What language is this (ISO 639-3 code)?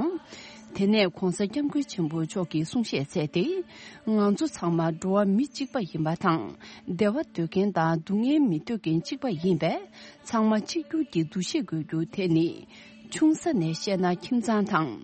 bod